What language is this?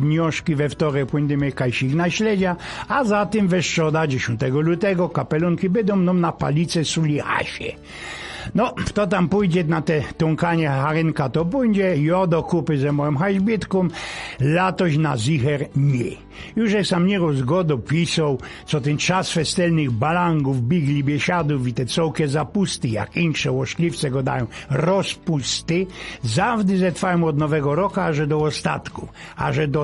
Silesian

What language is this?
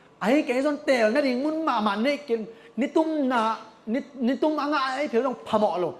Tedim Chin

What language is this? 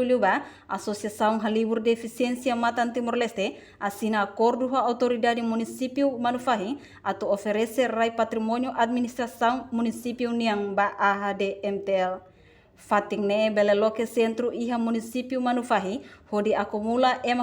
Tetum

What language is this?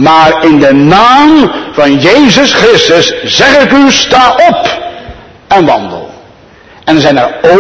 Dutch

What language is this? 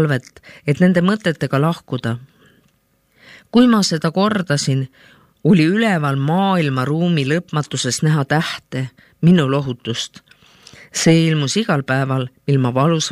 Estonian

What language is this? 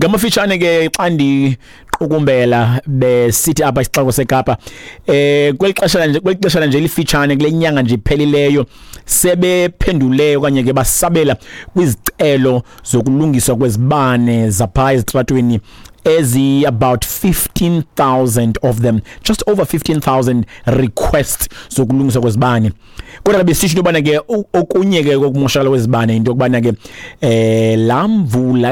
Xhosa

